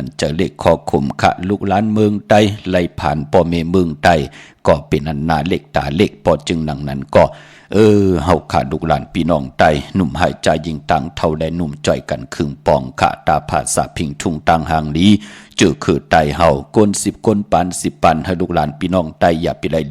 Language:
Shan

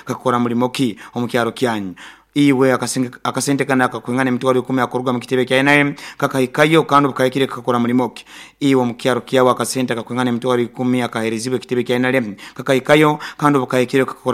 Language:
Nyoro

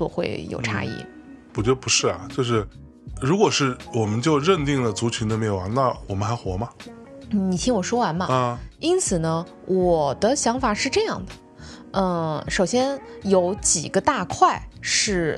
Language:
Chinese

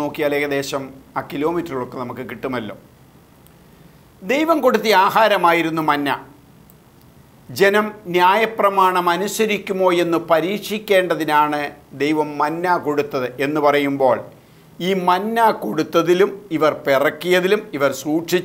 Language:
Malayalam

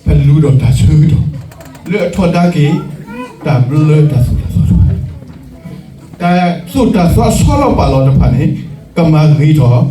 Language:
S'gaw Karen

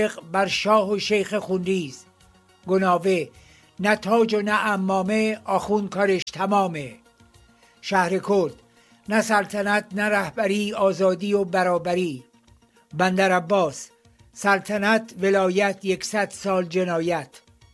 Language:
Persian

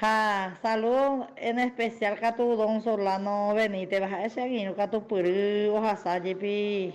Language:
Guarani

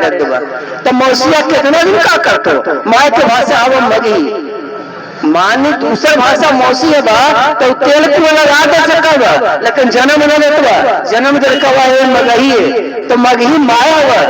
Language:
Magahi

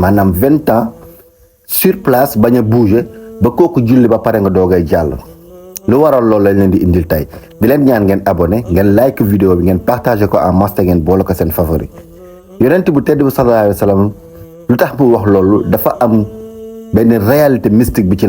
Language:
Wolof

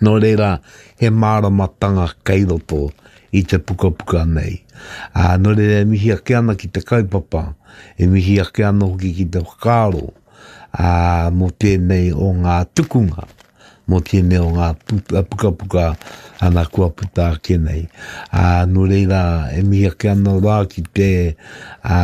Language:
Māori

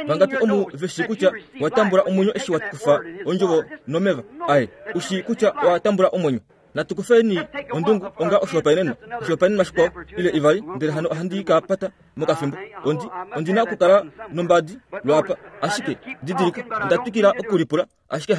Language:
Kuanyama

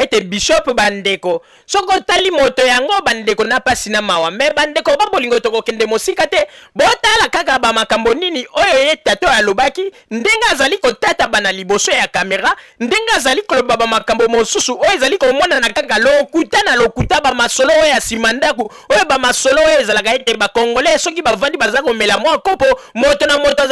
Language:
Lingala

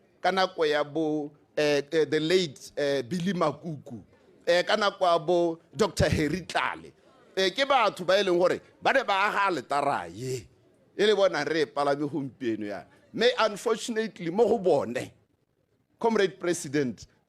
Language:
Tswana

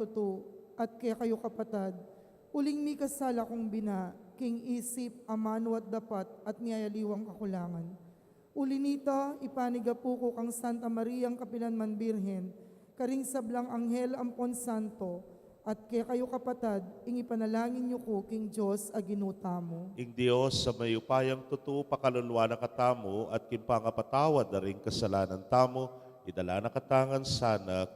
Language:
Pampanga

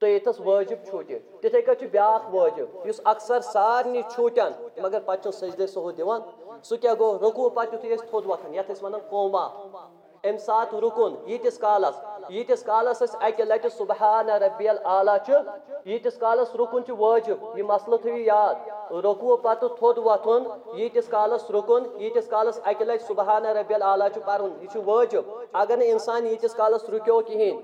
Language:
Kashmiri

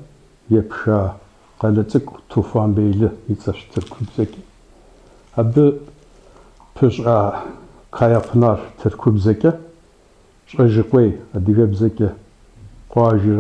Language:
Kabardian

